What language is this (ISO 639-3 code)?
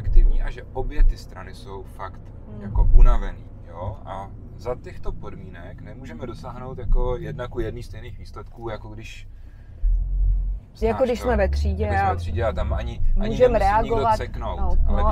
ces